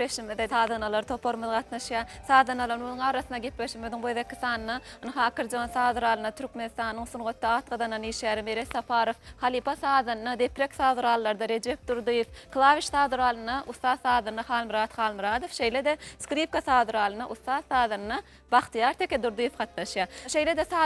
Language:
Turkmen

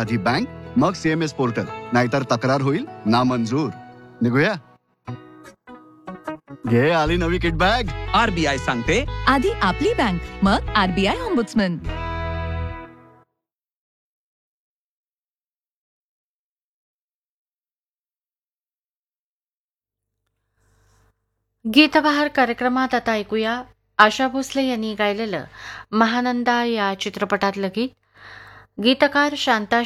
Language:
Marathi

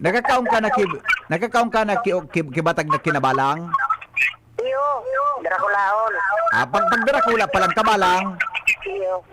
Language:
Bikol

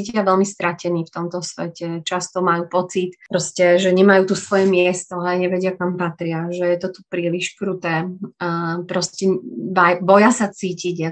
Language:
Slovak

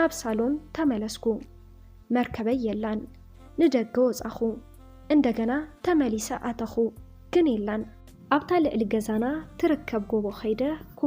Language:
Tigrinya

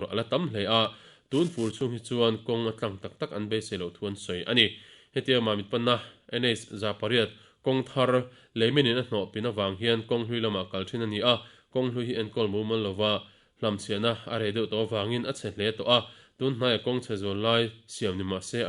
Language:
Mizo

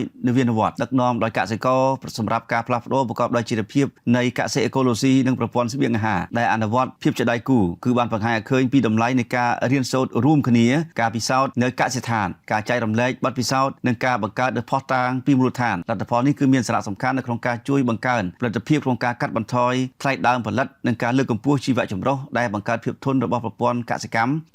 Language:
Khmer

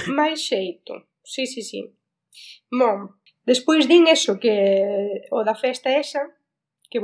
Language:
Galician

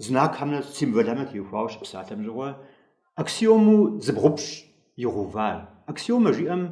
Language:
Kabardian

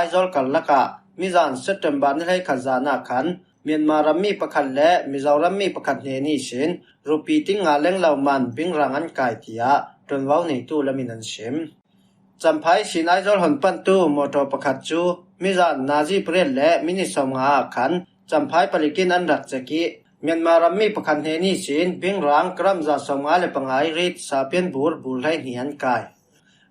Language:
Falam Chin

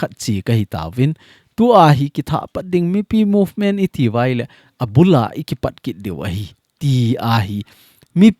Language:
Thado Chin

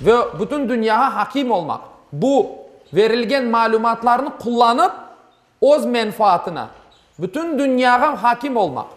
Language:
Crimean Tatar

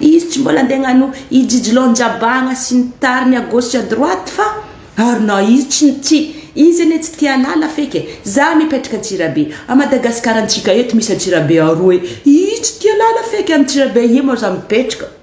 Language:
Malagasy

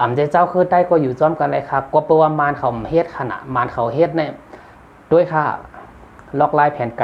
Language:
Shan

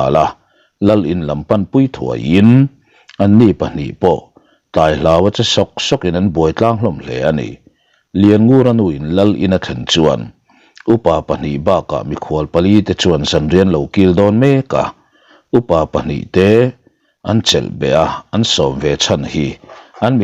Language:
Mizo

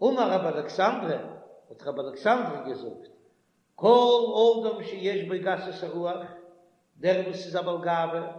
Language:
Yiddish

